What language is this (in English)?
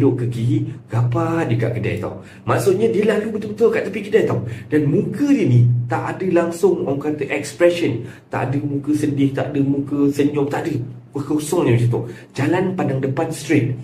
Malay